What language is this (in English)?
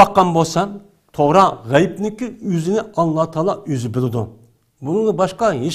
Uyghur